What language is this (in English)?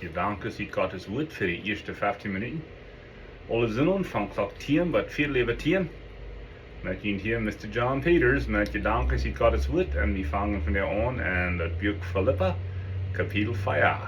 Plautdietsch